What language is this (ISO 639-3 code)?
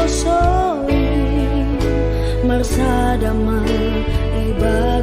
bts